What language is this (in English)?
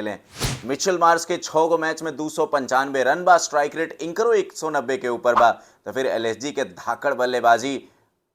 Bhojpuri